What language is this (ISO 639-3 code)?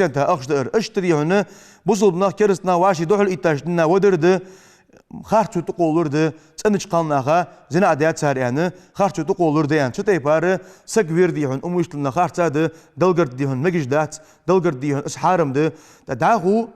inh